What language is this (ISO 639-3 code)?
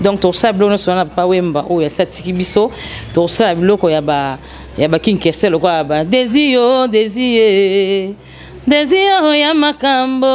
lin